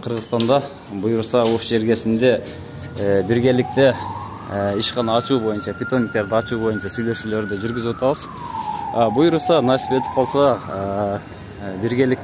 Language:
Kyrgyz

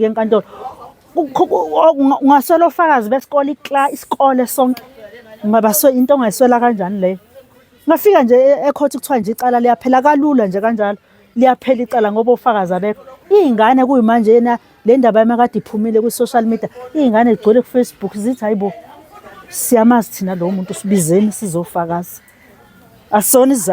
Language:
Zulu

